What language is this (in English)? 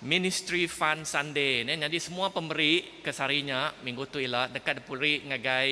Iban